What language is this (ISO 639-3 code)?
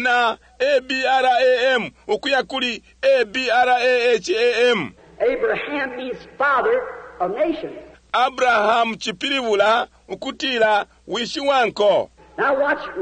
bem